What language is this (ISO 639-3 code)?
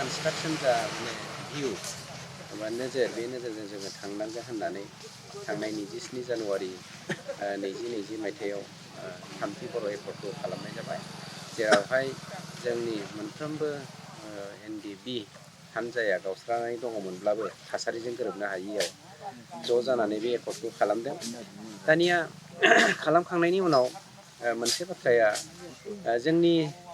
brx